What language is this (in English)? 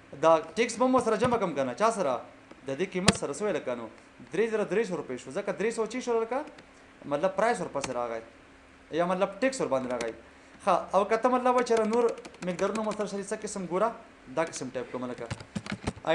Pashto